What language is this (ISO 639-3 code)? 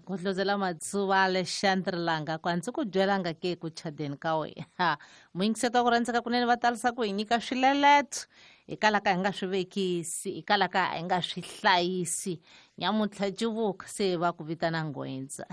tso